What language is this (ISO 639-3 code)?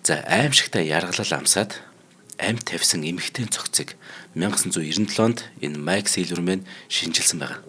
mon